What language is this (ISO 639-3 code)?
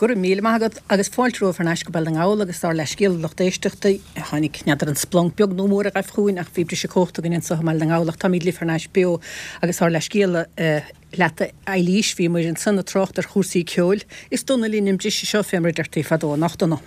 gle